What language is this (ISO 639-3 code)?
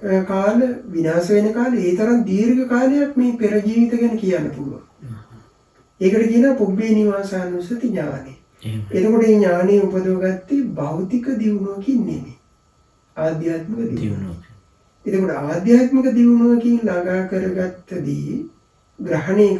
sin